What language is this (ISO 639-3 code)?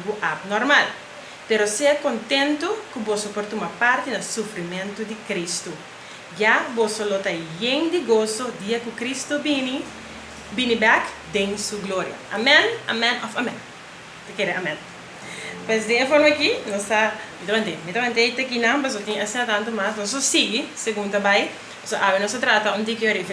pap